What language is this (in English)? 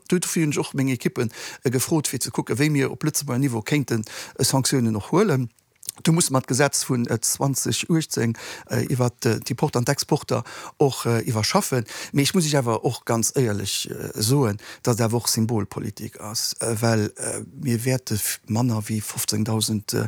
Luxembourgish